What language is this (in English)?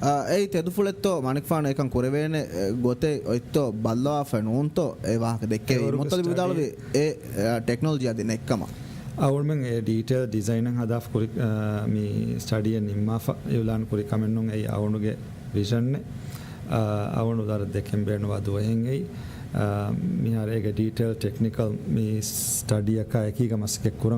Divehi